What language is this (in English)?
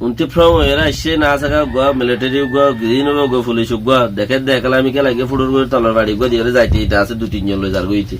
Rohingya